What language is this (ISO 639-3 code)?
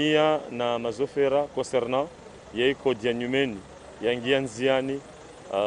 zdj